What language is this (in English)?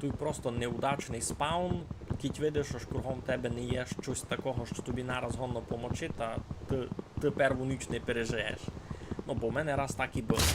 Rusyn